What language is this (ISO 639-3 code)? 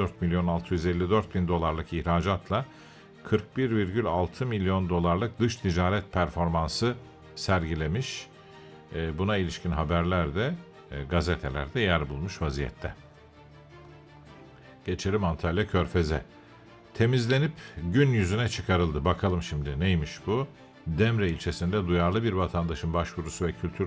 tur